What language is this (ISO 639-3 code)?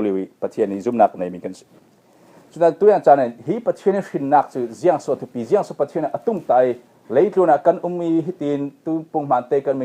cfm